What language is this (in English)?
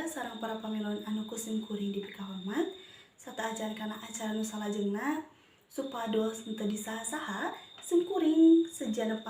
Sundanese